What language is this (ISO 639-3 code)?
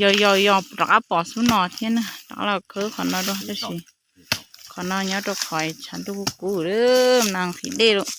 hmn